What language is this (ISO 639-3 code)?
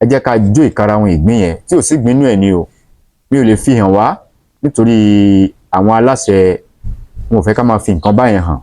yor